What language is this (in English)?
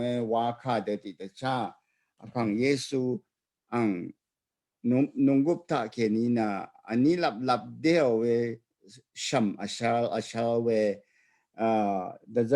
Rawang